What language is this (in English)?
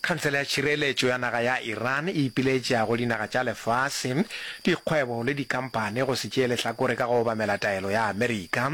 Northern Sotho